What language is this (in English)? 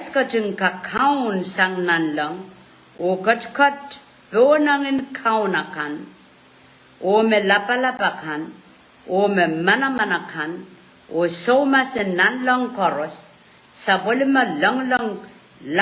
Pohnpeian